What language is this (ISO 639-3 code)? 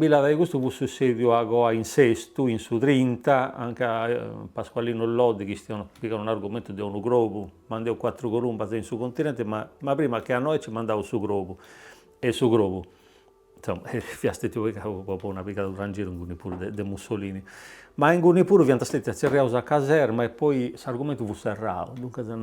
srd